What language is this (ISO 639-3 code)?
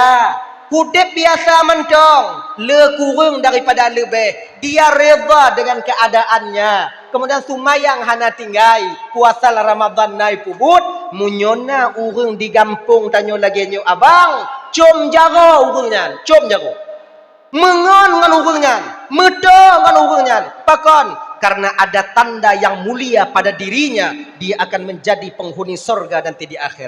ace